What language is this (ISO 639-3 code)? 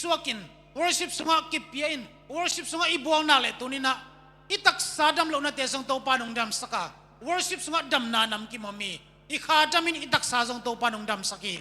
ctd